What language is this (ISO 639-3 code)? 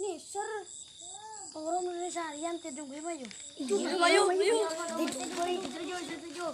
mad